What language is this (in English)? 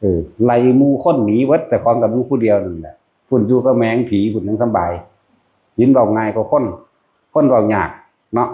Northeastern Thai